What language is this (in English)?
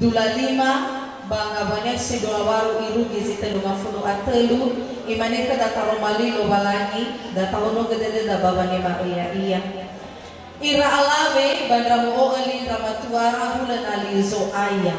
Nias